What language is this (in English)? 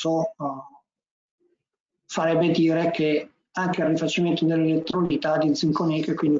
Italian